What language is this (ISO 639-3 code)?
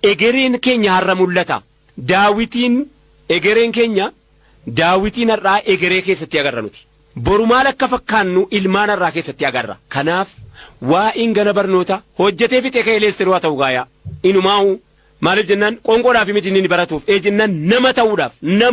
orm